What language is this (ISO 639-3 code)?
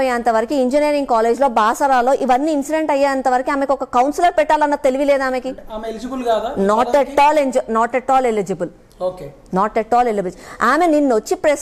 tel